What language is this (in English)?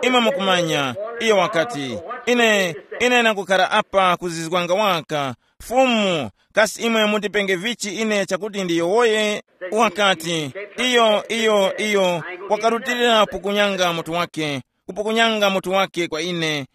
Tumbuka